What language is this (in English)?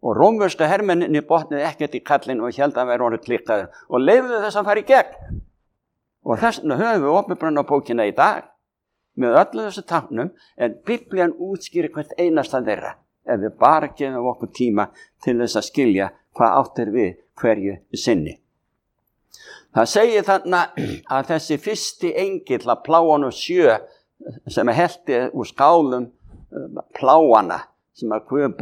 Icelandic